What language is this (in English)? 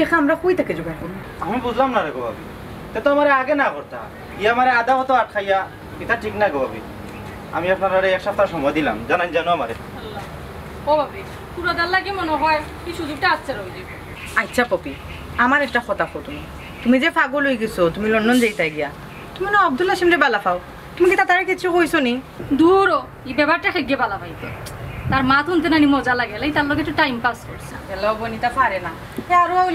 Sylheti